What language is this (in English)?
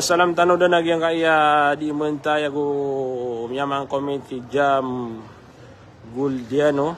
Maranao